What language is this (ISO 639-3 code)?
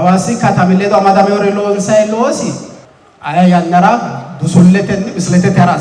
sid